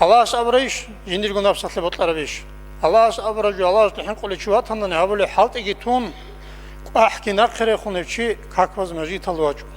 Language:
Avaric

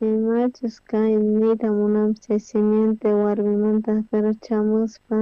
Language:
South Bolivian Quechua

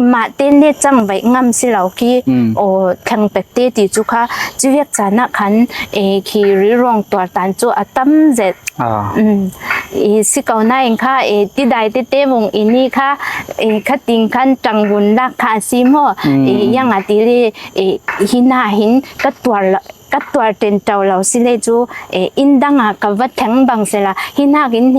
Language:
Falam Chin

